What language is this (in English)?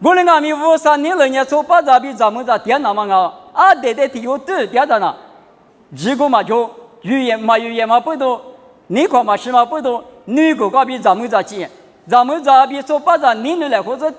Lisu